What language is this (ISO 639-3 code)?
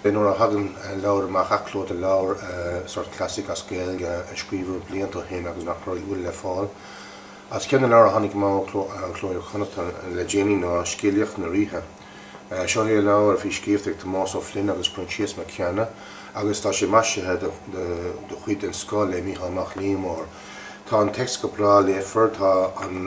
gle